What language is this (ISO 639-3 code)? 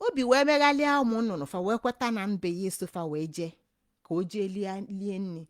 ibo